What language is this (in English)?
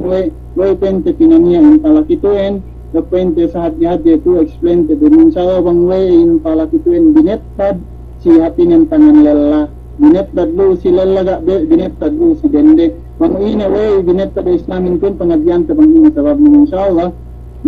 Yakan